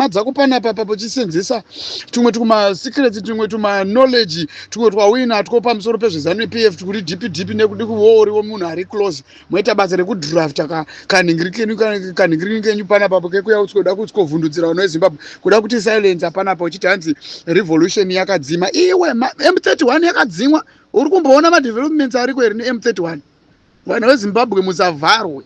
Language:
Shona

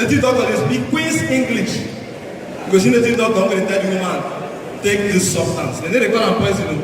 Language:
Nigerian Pidgin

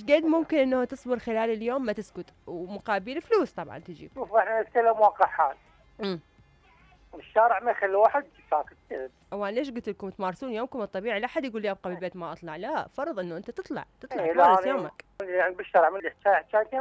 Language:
Mesopotamian Arabic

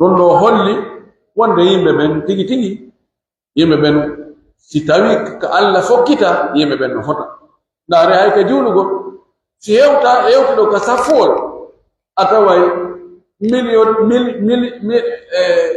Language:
Pular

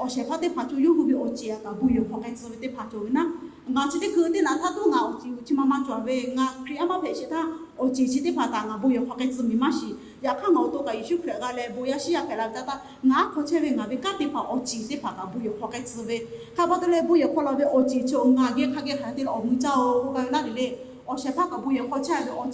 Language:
Lahu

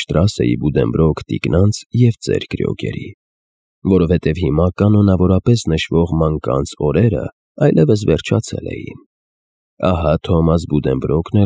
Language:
Armenian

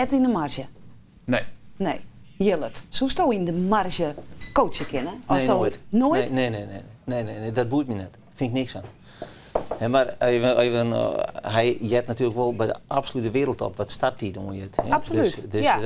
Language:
Western Frisian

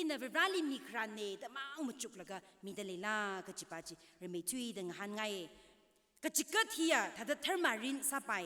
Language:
Tangkhul Naga (India)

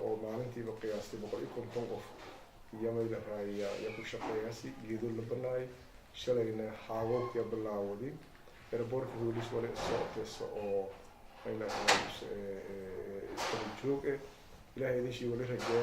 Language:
Somali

